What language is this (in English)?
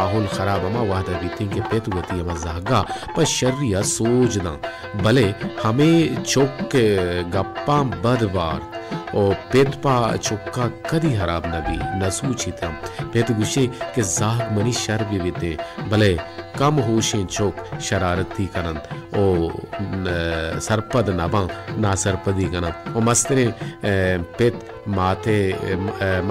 Baluchi